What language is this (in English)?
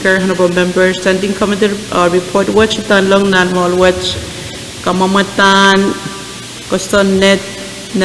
Pohnpeian